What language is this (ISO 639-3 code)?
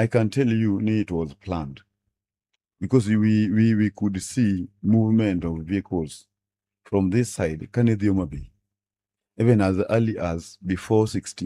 luo